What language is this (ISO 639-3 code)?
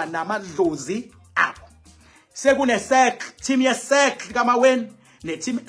zul